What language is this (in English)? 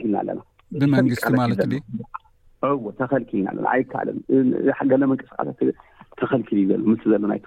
Tigrinya